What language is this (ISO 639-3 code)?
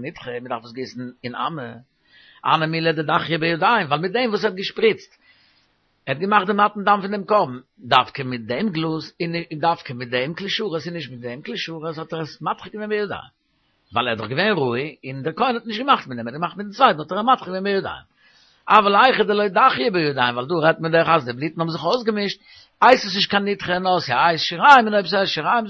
yid